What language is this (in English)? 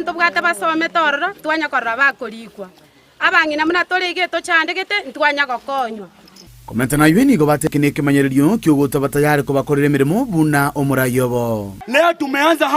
Gusii